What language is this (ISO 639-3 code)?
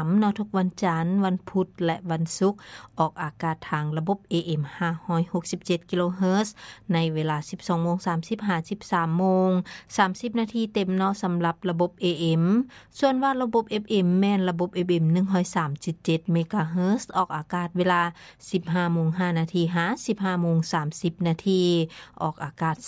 lao